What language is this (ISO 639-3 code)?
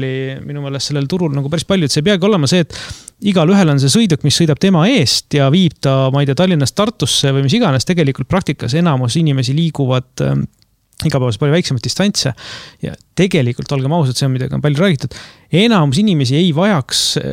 est